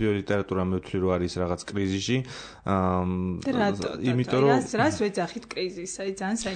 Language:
Georgian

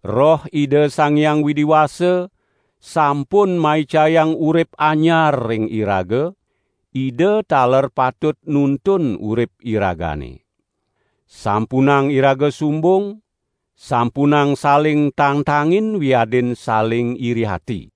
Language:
Balinese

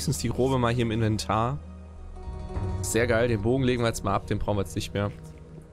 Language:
German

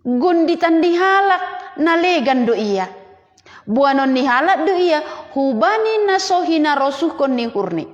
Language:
Batak Simalungun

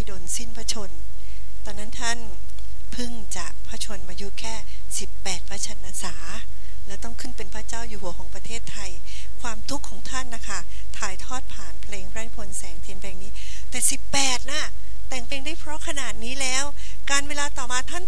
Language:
Thai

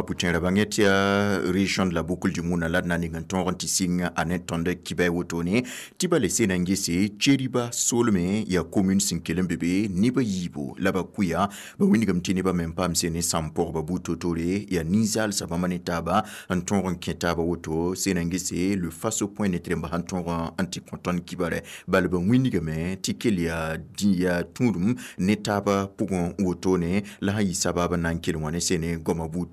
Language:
Mossi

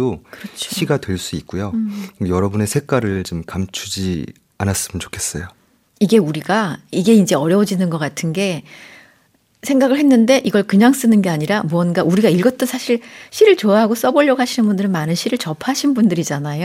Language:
Korean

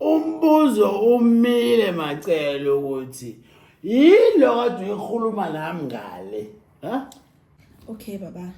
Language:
Zulu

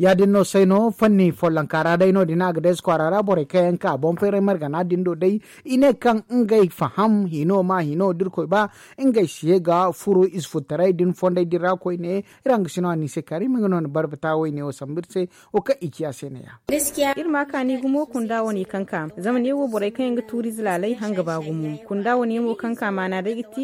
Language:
Zarma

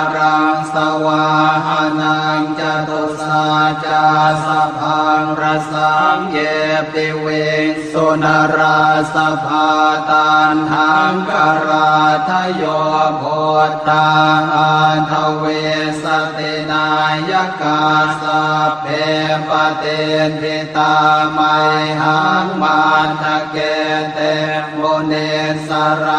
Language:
Pali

